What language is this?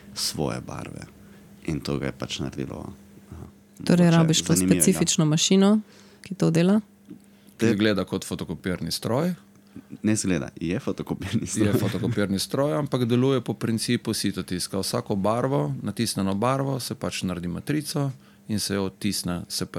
Slovenian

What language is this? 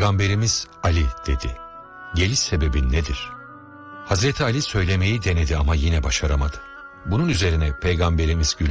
Turkish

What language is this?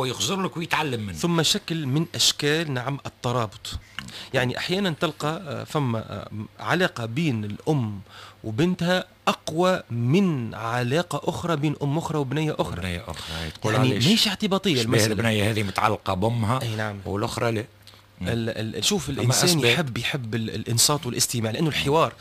Tunisian Arabic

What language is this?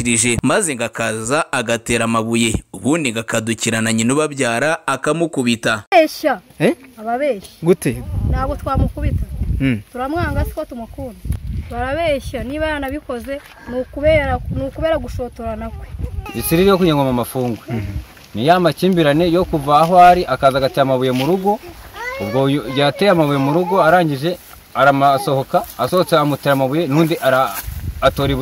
Kinyarwanda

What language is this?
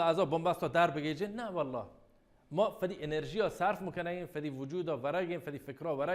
Baluchi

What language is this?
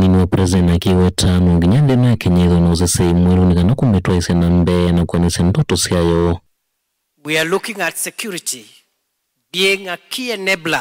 Kamba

